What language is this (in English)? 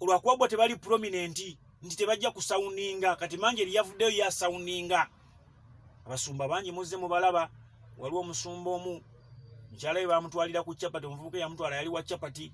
Ganda